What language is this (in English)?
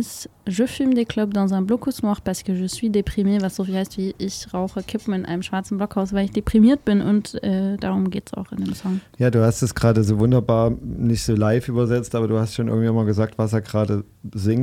German